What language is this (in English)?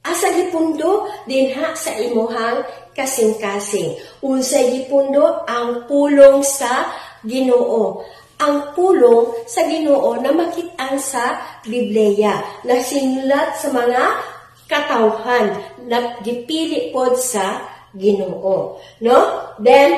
Cebuano